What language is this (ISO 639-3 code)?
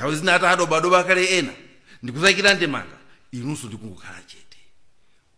nya